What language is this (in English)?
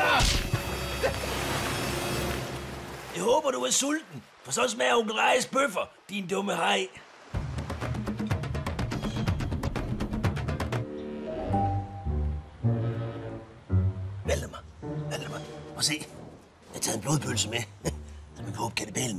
Danish